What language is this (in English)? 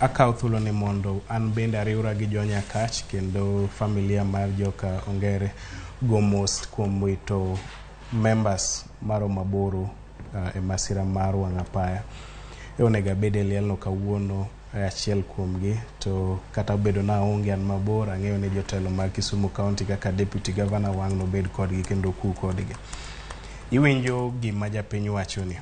Luo (Kenya and Tanzania)